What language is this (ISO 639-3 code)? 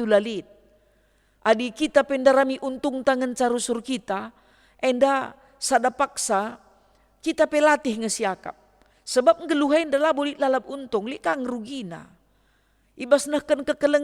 btx